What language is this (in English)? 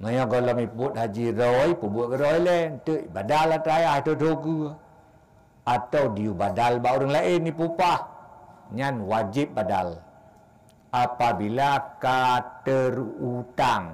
Achinese